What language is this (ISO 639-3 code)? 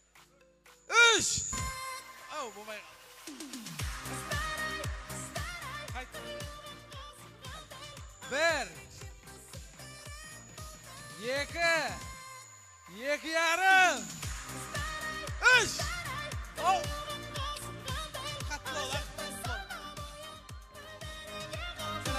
kaz